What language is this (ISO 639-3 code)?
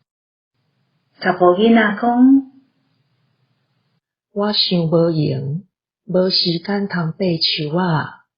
nan